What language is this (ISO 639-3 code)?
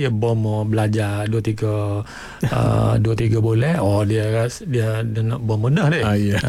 msa